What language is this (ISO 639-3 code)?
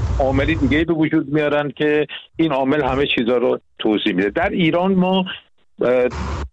fas